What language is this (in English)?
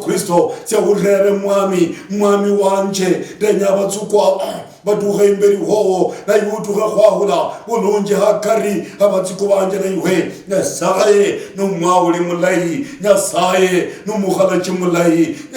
Luyia